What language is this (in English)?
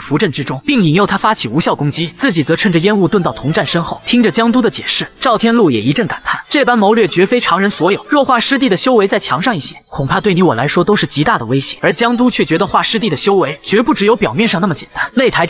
Chinese